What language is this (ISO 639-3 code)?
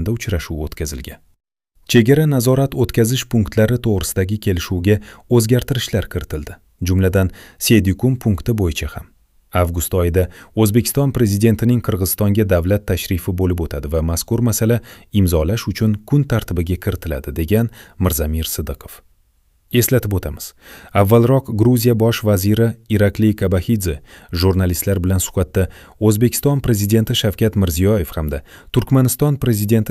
uzb